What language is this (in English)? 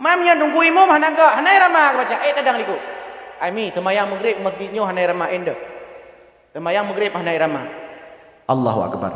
Achinese